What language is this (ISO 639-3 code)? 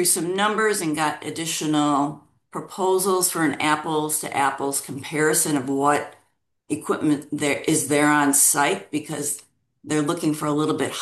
eng